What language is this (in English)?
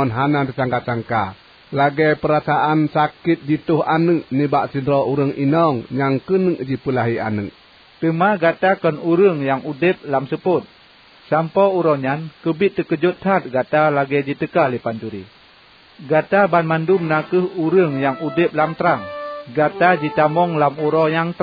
Achinese